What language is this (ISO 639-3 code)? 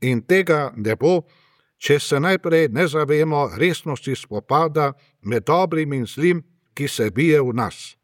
slv